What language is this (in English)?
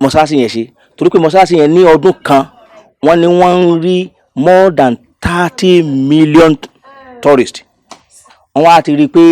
Yoruba